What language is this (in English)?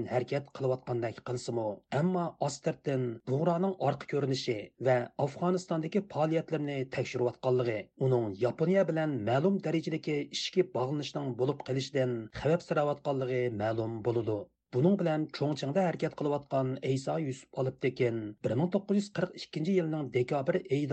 Uyghur